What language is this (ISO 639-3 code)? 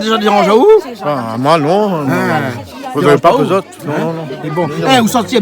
rcf